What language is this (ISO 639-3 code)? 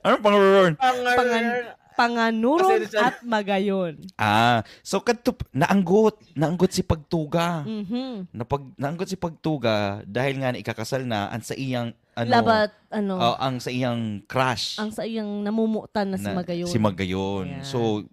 bik